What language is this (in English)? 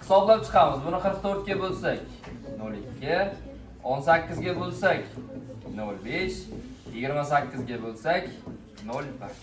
Uzbek